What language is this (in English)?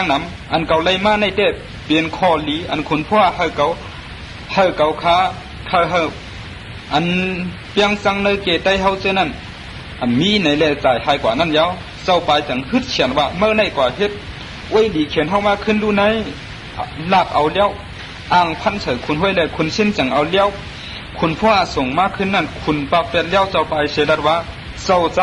Shan